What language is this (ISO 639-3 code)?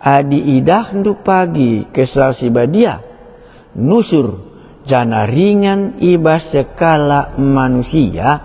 btx